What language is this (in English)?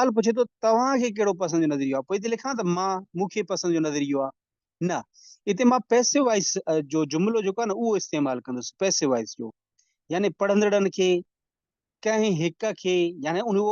Sindhi